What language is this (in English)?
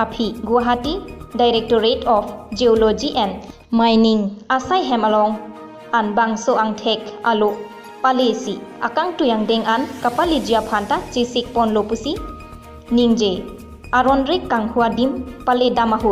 Karbi